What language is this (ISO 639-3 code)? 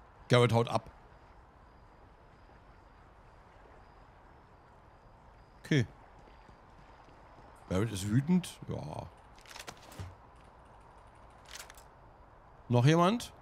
deu